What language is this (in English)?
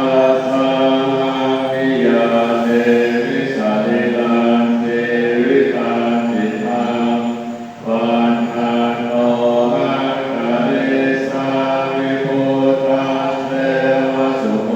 Pali